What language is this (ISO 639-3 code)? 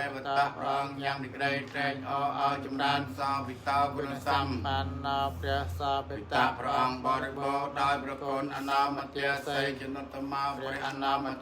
khm